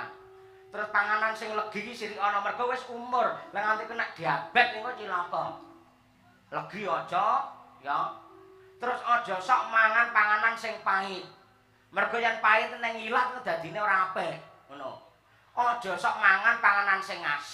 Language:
Javanese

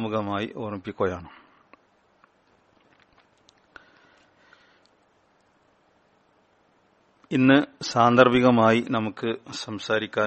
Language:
Malayalam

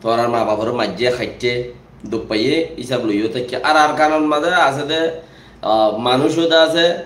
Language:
Rohingya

